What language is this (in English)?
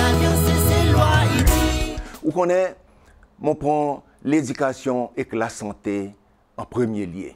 Seselwa Creole French